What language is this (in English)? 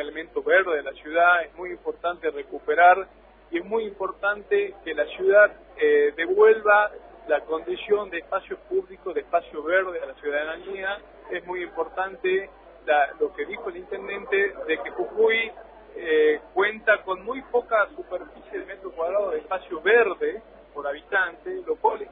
Spanish